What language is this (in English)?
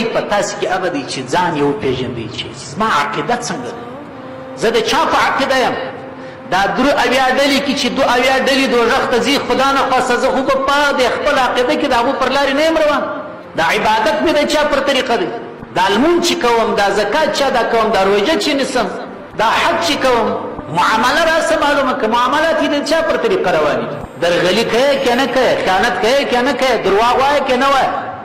Pashto